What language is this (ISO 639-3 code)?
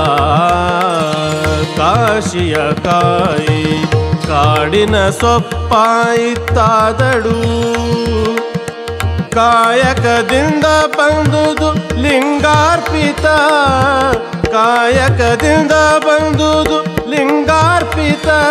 kan